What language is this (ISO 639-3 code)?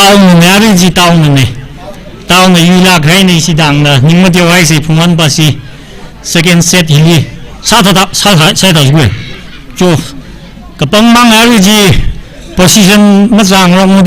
nmf